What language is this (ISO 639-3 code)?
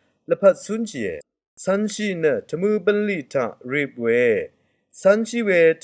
raw